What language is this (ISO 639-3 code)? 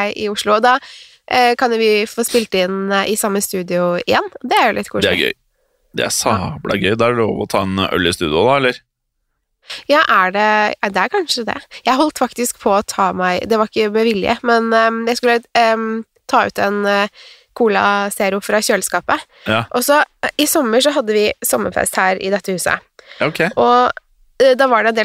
nor